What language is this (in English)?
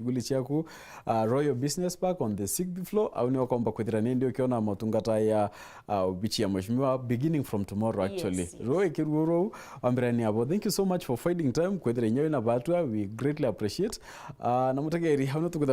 Meru